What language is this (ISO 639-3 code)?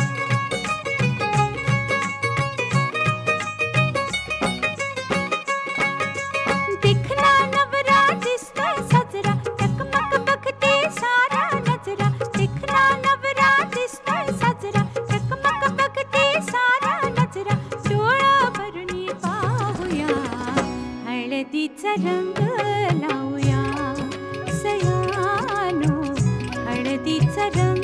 mar